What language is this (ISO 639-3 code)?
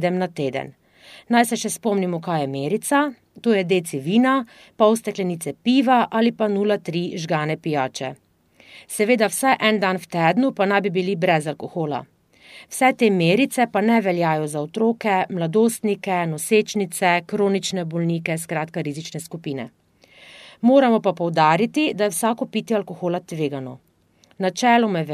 slv